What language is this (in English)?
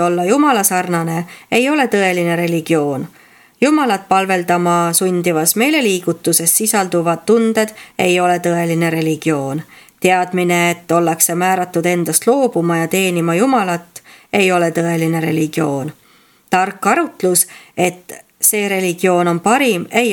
Estonian